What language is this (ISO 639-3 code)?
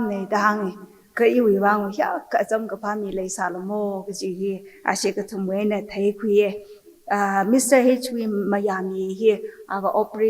nmf